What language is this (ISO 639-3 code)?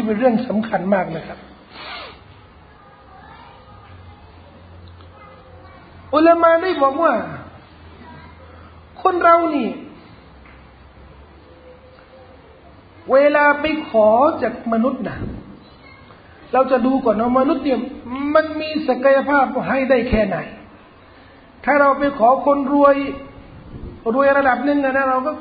tha